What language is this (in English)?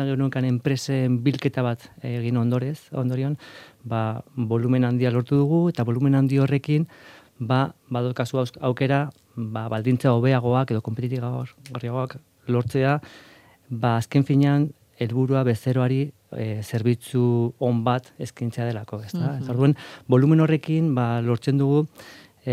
Basque